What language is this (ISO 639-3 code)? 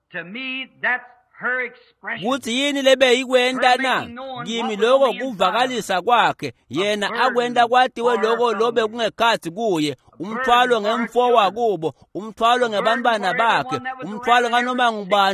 ssw